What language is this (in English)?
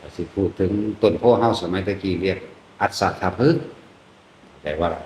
Northeastern Thai